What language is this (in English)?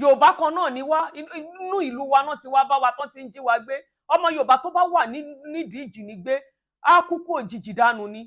Yoruba